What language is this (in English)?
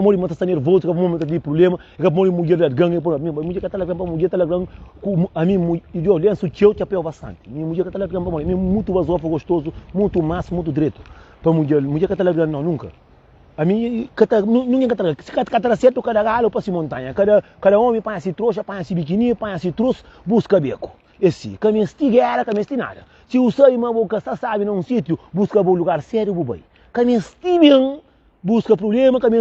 Kabuverdianu